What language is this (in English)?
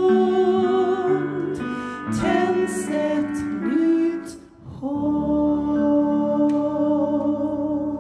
Swedish